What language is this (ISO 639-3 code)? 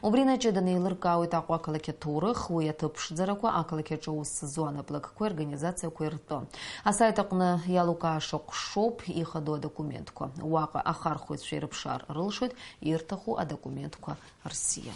abk